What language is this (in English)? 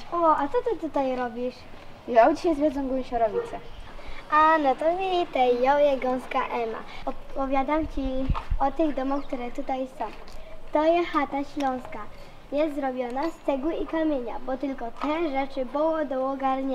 Silesian